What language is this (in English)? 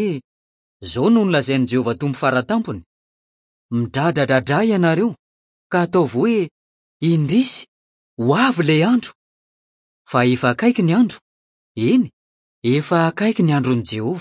Malagasy